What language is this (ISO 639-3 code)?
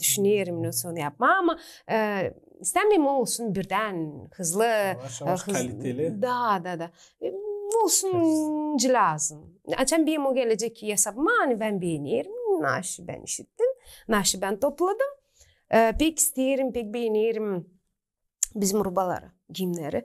gag